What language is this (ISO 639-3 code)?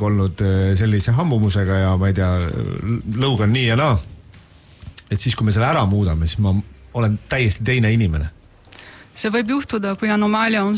est